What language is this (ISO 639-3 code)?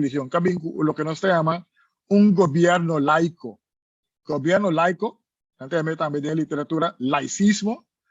pap